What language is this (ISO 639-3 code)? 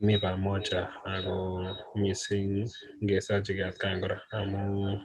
kln